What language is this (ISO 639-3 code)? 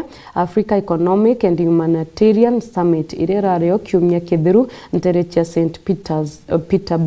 mer